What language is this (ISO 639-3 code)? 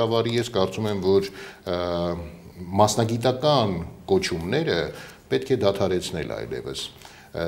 hye